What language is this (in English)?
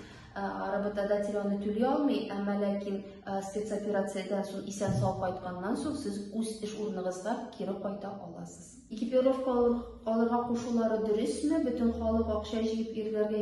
Tatar